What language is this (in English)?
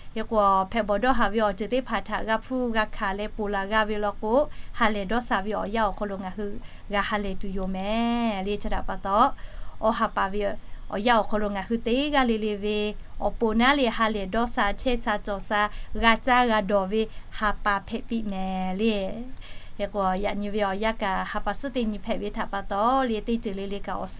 Lahu